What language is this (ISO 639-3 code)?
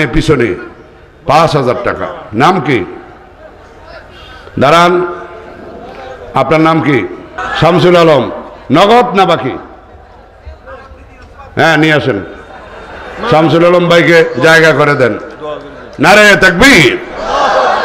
ben